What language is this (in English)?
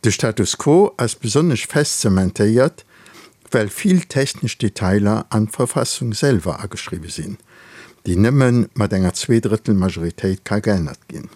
Luxembourgish